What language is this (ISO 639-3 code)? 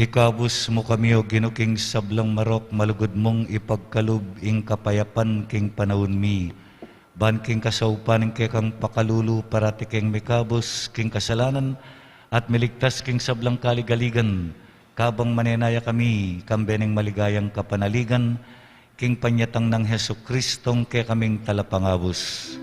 pam